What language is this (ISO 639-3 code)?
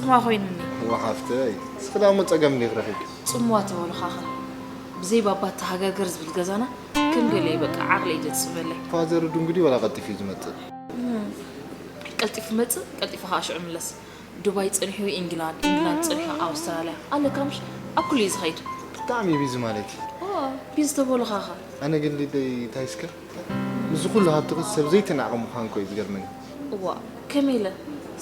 tir